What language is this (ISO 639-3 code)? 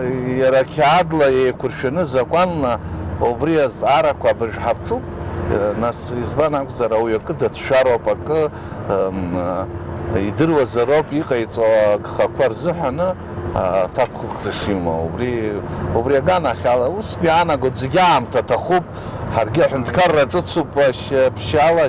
abk